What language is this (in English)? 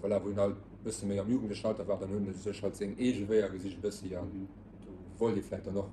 Luxembourgish